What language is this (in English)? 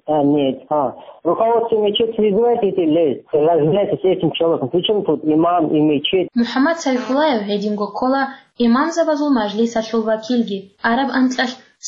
Avaric